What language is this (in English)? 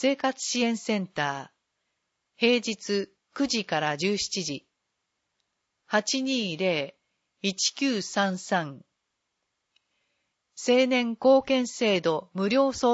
Japanese